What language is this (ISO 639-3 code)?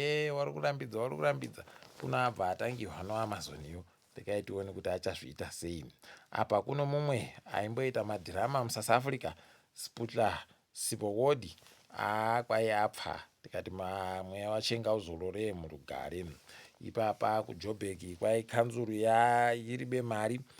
ndc